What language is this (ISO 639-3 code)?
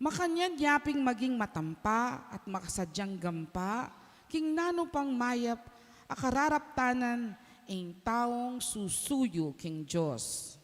pam